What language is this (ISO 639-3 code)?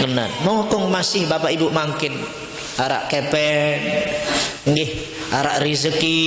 sas